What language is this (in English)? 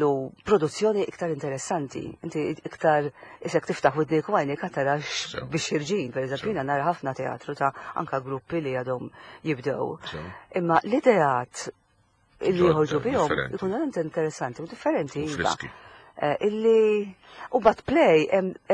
Maltese